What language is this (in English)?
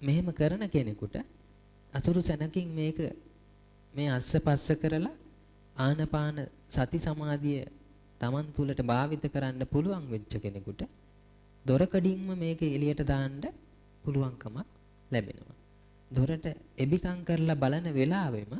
Sinhala